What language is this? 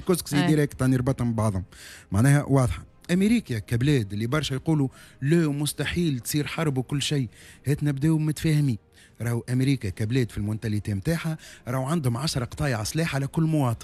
Tunisian Arabic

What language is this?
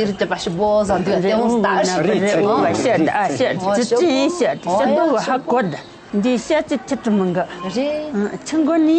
Tibetan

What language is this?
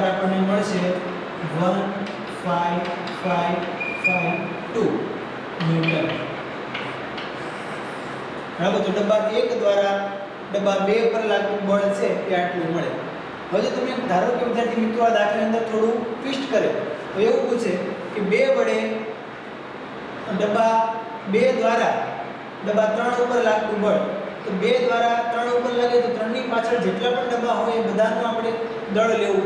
Gujarati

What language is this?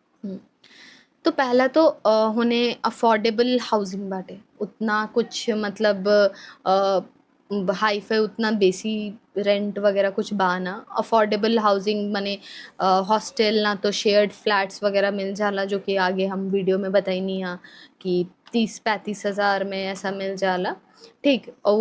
Bhojpuri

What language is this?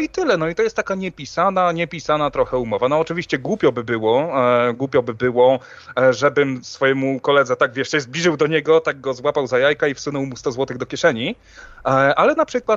Polish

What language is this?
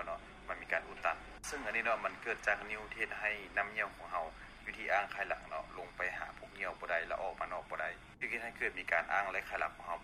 Lao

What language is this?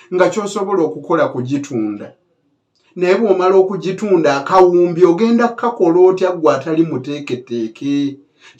Ganda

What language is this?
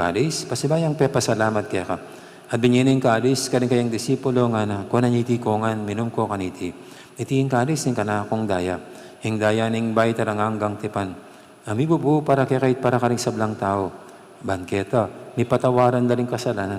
Pampanga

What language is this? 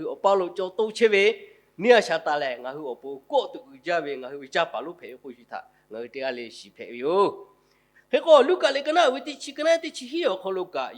Lahu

